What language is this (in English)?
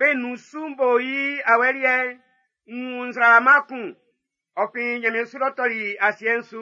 Baoulé